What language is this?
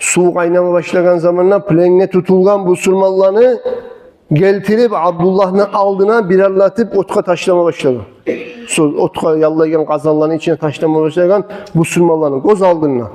Kumyk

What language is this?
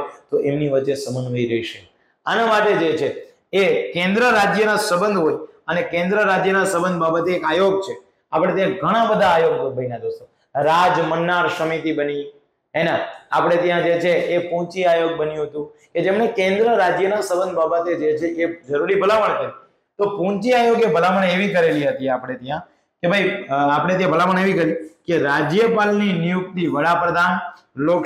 Gujarati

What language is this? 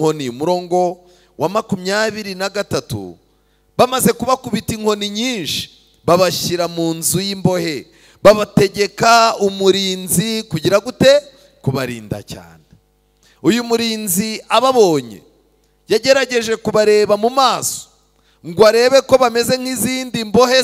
Kinyarwanda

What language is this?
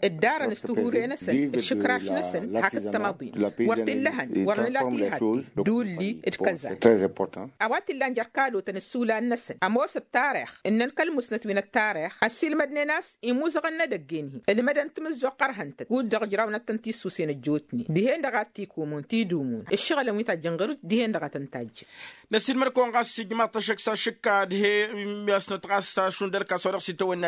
Tamasheq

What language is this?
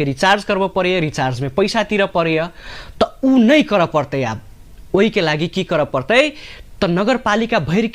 Maithili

